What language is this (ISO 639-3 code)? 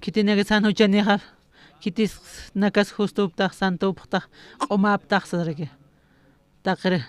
aym